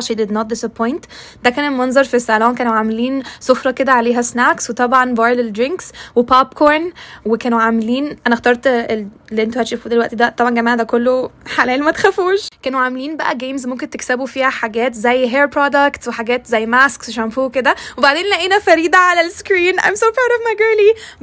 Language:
Egyptian Arabic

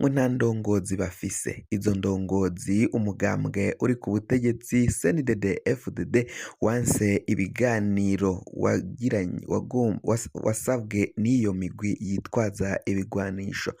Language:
Rundi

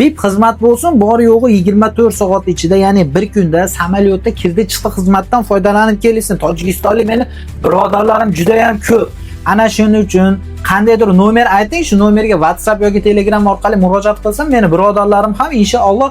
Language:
Uzbek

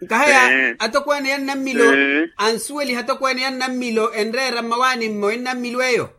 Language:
Makhuwa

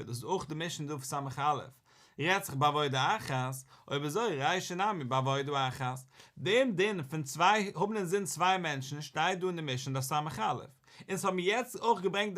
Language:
Yiddish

